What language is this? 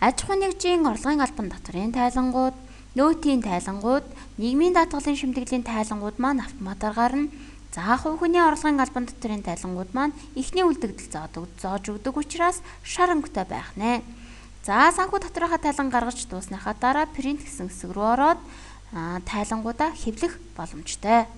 Mongolian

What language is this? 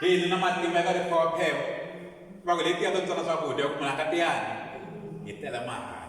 Tsonga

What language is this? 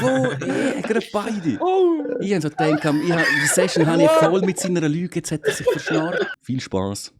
Swiss German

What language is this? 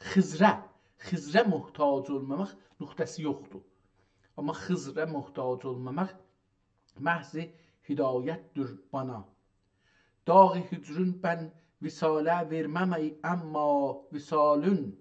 South Azerbaijani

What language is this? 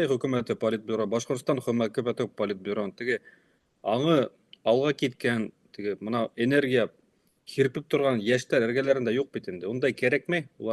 Bashkir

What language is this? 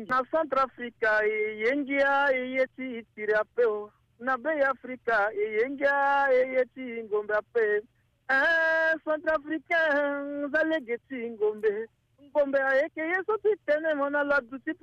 Sango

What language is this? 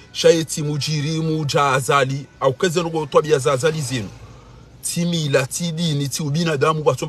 Ngazidja Comorian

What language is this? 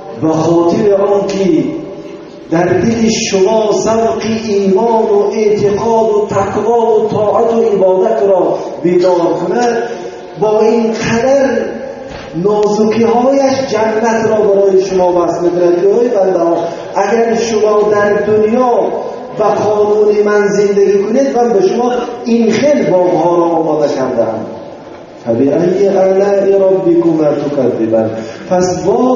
Tajik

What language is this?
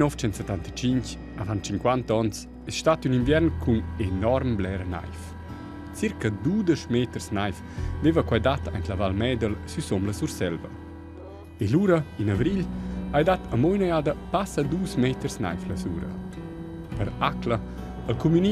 Romansh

